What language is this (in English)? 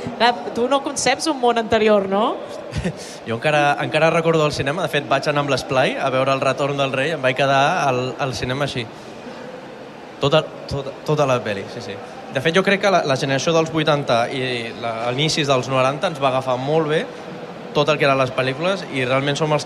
Catalan